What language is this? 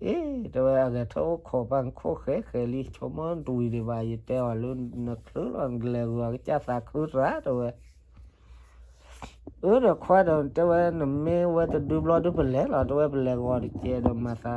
S'gaw Karen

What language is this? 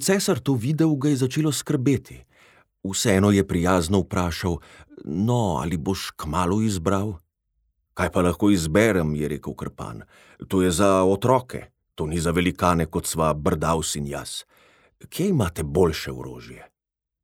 Slovenian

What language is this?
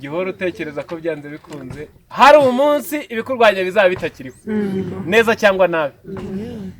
Kinyarwanda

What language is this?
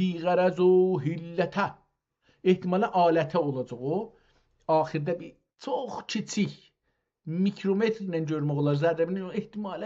South Azerbaijani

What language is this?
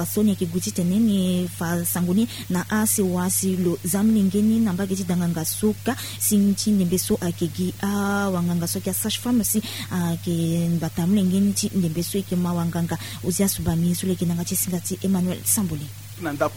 Sango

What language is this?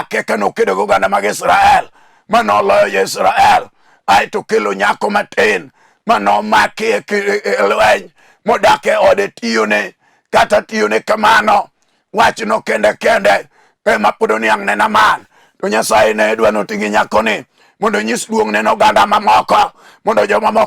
Luo (Kenya and Tanzania)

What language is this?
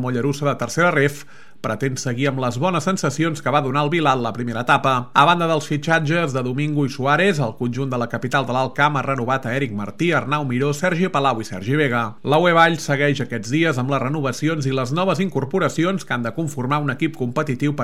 Catalan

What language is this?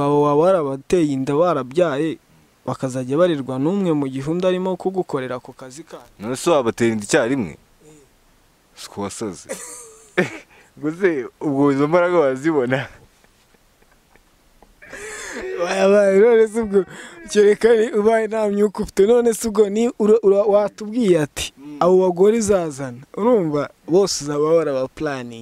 Kinyarwanda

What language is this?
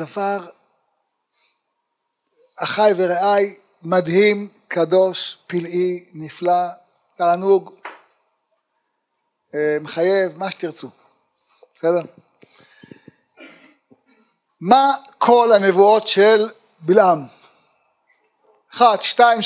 Hebrew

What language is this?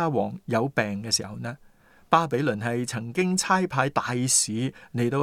Cantonese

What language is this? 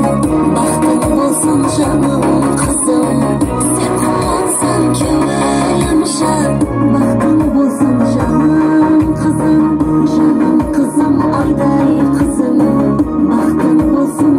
Kara-Kalpak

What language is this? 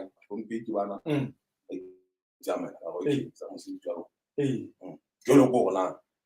Southern Sotho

